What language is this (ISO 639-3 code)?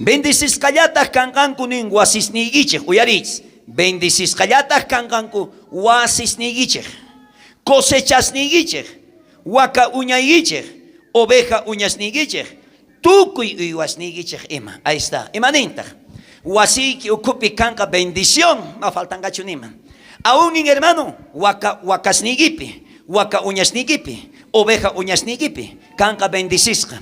quh